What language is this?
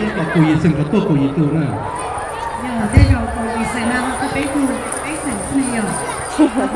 Hmong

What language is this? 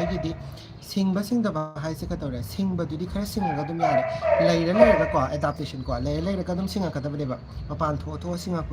Manipuri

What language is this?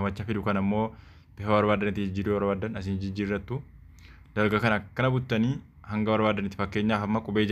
Oromo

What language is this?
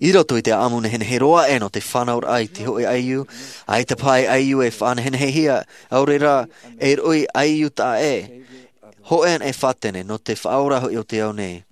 Tahitian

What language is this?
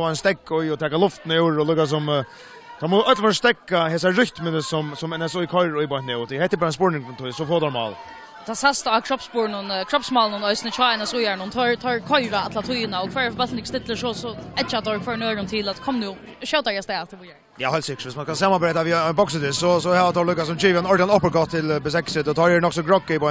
Faroese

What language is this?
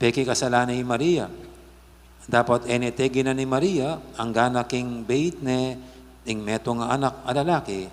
Pampanga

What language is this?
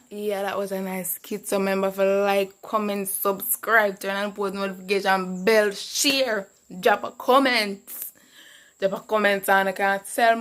Jamaican Creole English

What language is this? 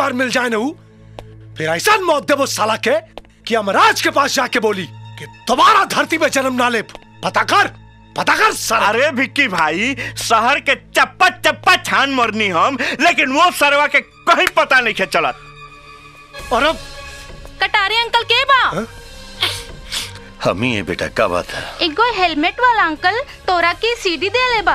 Bhojpuri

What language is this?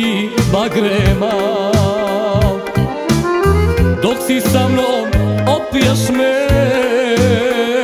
Serbian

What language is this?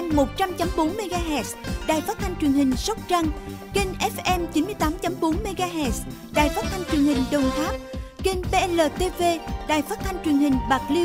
Vietnamese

